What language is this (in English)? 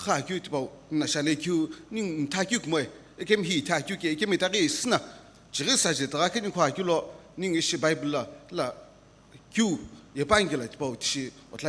Sumi Naga